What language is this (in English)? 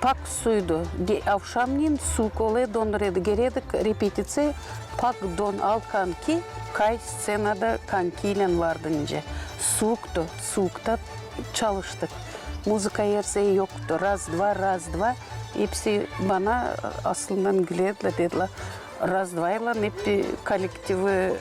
Gagauz